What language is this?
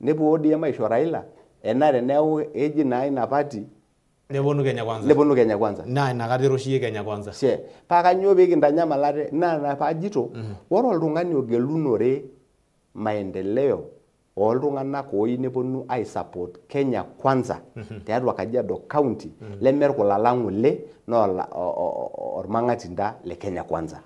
Masai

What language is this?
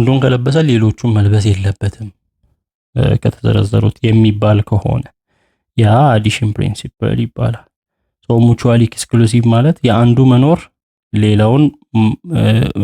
Amharic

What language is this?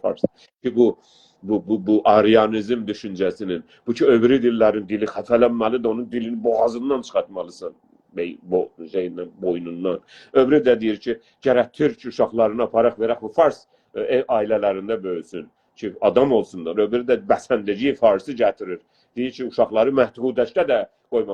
South Azerbaijani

